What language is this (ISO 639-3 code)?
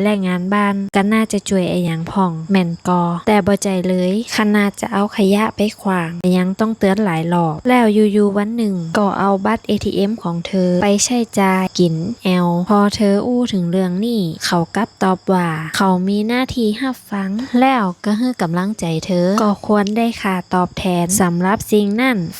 nod